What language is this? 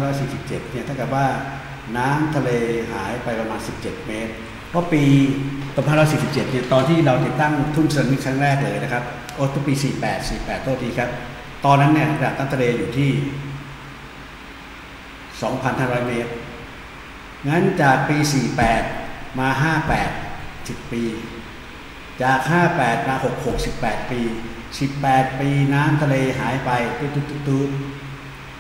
Thai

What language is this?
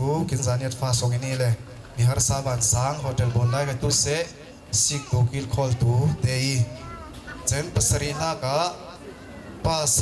Falam Chin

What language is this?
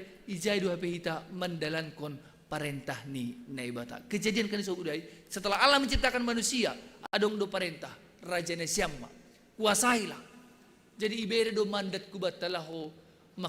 Batak Simalungun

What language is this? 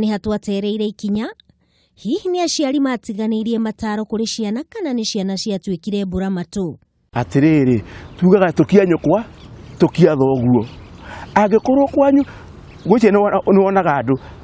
Kikuyu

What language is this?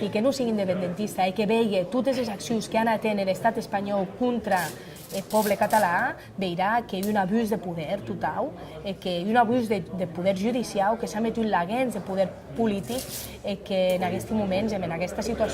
Occitan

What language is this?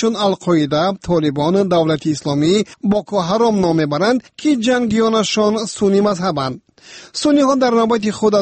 Tajik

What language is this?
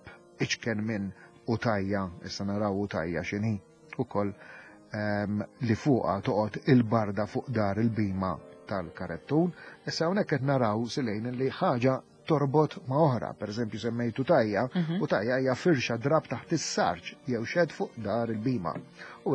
Maltese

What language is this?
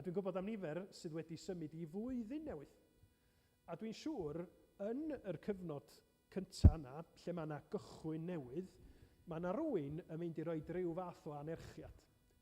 Welsh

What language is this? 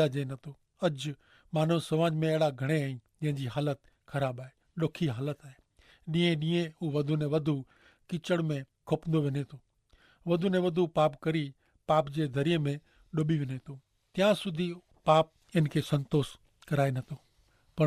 Kachhi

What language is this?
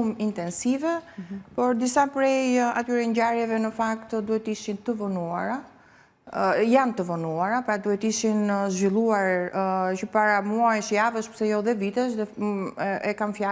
Albanian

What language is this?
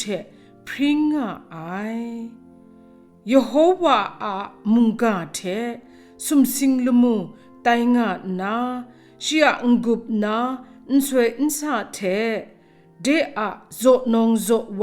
Kachin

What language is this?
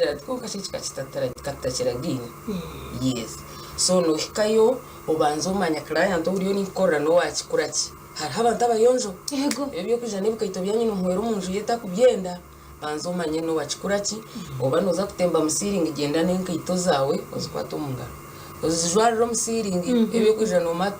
Nyankole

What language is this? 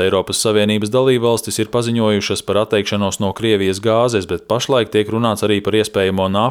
Latvian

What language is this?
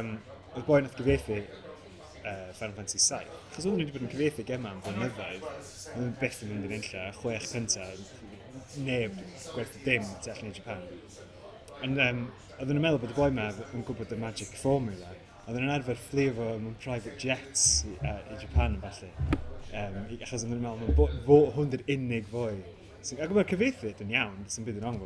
Welsh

